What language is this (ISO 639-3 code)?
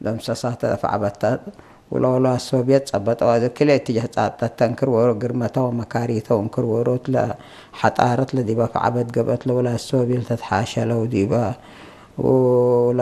tig